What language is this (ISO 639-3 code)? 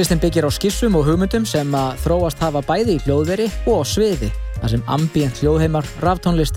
isl